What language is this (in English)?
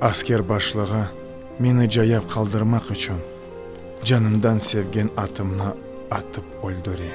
Crimean Tatar